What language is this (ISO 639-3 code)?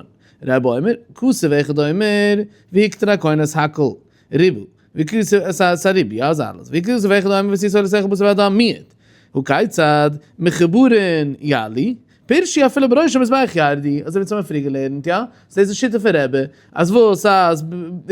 yid